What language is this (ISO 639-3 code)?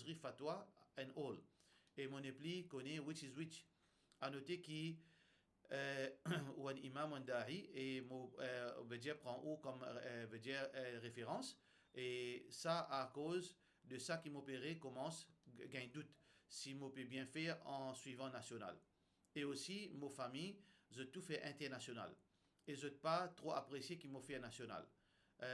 mfe